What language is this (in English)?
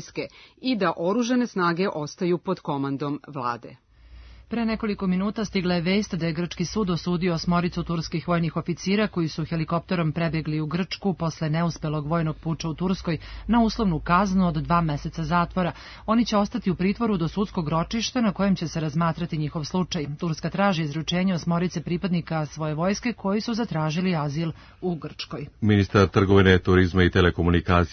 Serbian